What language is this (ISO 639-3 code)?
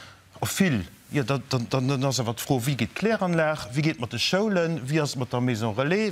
ltz